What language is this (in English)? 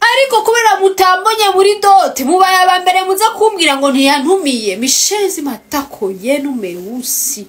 Rundi